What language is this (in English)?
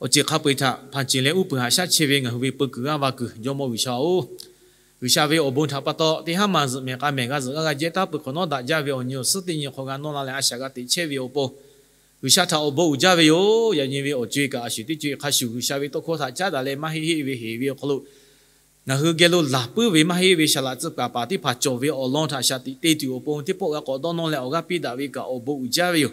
Lahu